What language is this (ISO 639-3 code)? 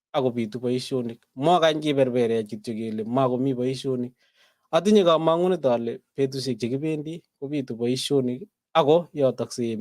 kln